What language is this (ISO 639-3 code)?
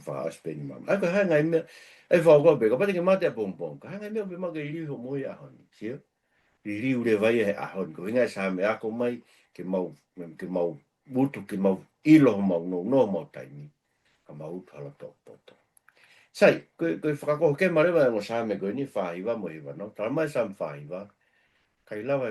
ton